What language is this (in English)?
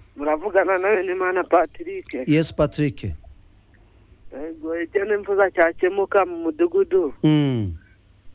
Kinyarwanda